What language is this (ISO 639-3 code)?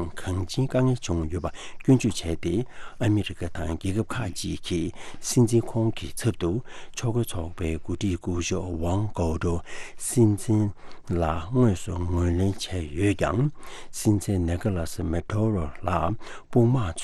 bod